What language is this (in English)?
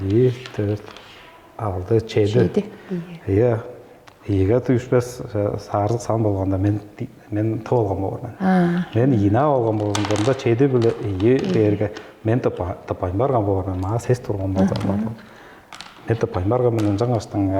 Tuvinian